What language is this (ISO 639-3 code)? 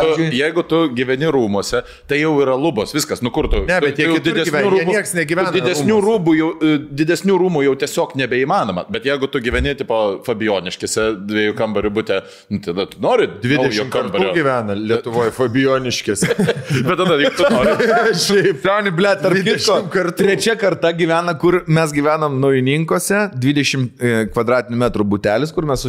lit